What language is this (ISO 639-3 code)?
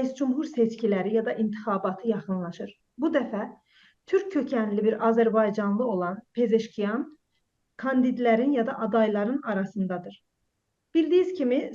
azb